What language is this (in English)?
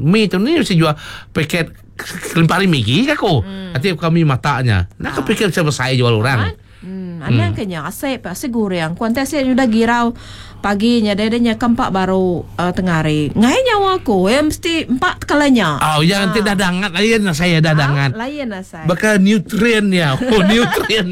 Iban